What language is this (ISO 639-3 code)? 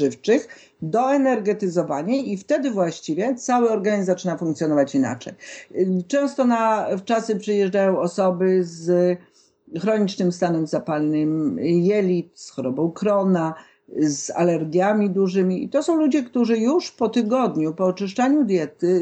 pol